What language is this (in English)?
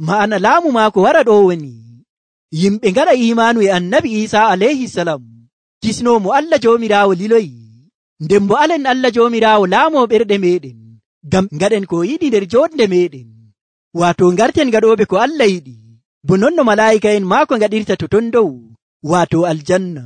Nigerian Fulfulde